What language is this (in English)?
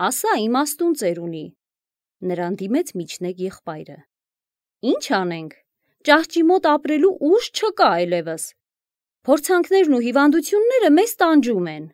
Armenian